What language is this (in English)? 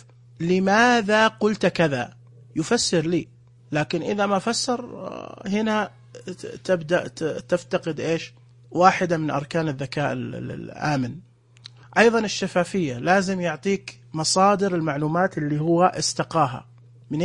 Najdi Arabic